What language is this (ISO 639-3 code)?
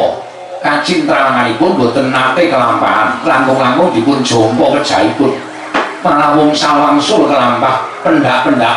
jav